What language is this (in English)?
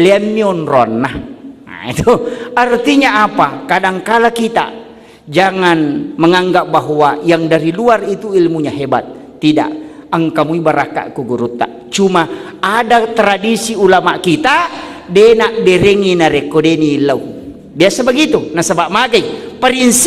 Buginese